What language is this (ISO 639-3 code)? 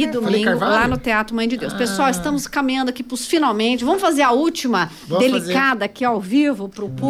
por